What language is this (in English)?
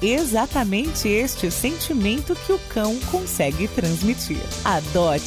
Portuguese